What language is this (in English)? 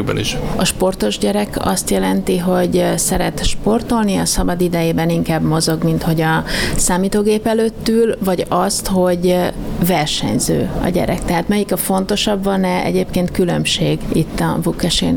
Hungarian